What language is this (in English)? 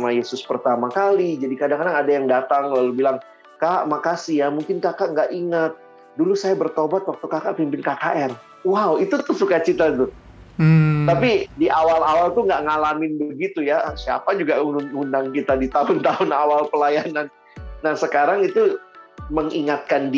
Indonesian